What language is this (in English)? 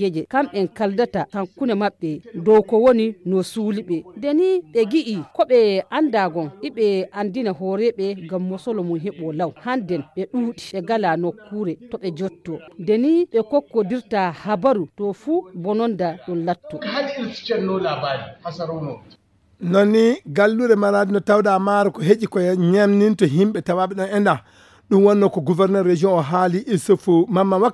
Nigerian Fulfulde